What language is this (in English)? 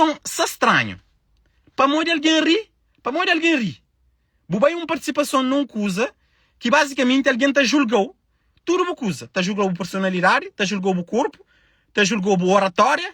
Kabuverdianu